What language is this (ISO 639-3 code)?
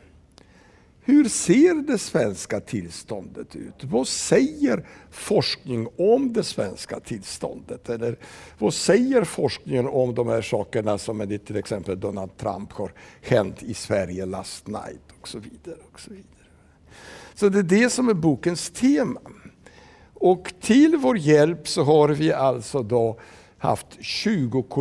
swe